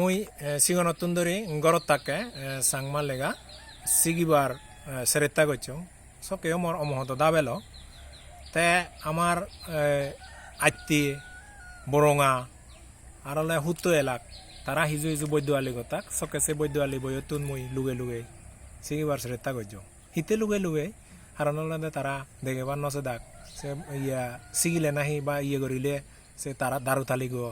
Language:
Chakma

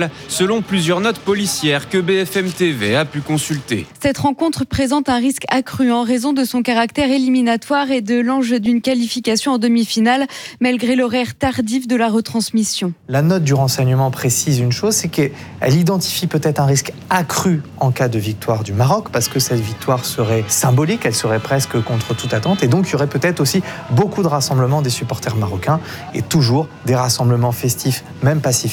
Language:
French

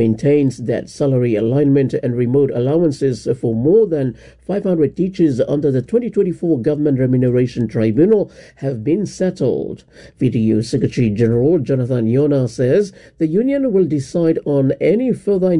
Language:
English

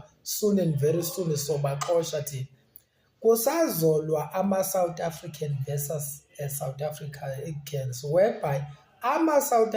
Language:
Zulu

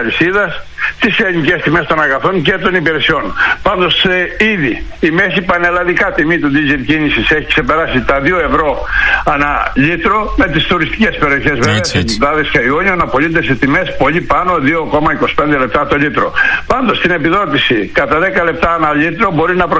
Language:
Greek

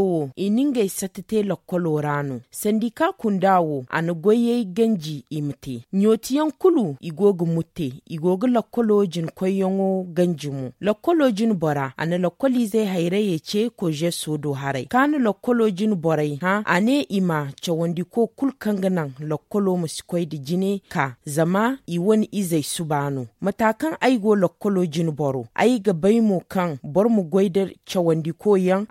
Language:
Zarma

